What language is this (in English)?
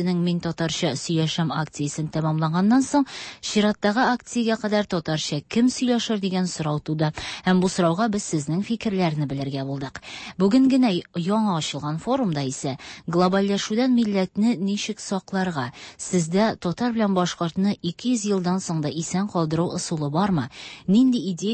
Tatar